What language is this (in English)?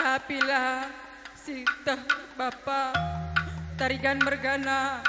Batak Karo